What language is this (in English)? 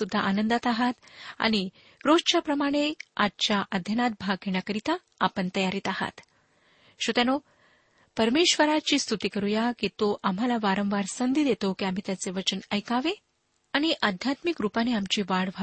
Marathi